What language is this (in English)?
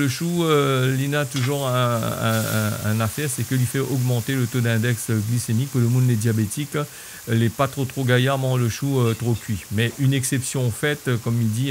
Réunion Creole French